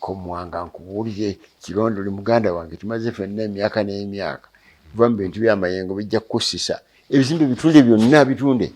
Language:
Ganda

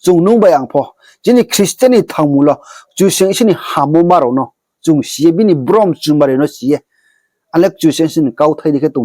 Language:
Riang (India)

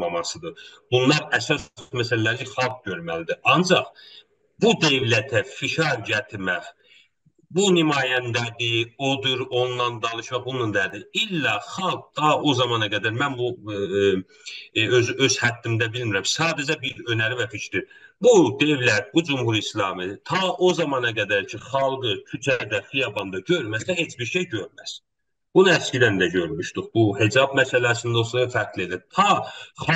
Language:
South Azerbaijani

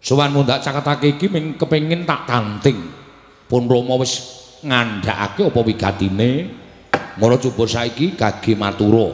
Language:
Javanese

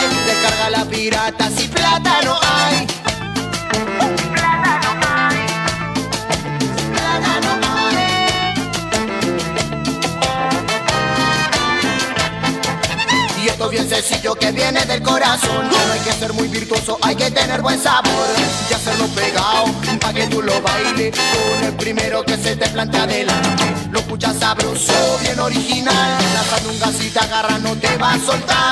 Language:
Spanish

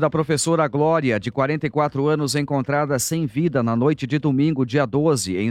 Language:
Portuguese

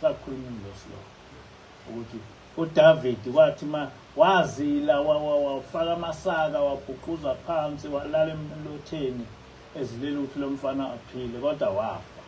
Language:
Zulu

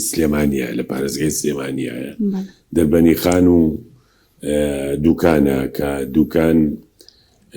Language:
Central Kurdish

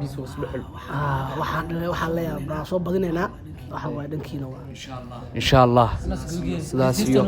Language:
Somali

